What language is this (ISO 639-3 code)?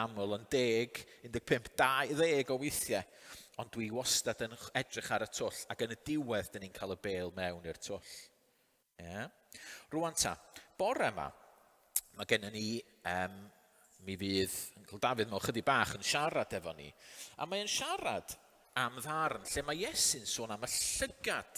cym